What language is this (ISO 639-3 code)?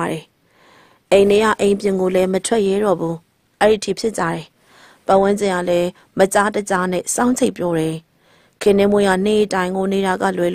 mya